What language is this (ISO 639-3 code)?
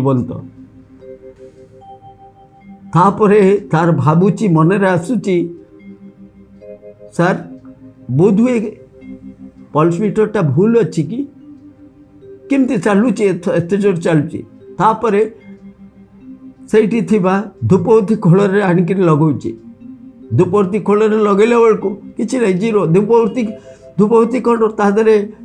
ori